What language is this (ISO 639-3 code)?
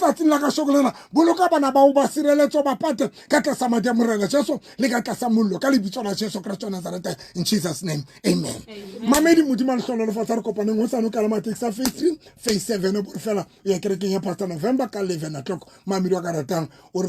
sot